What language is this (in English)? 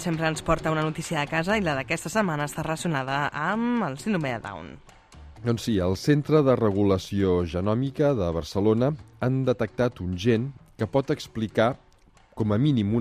Catalan